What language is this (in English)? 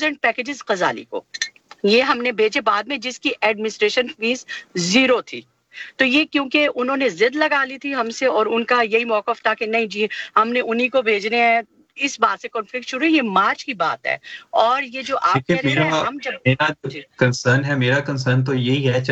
Urdu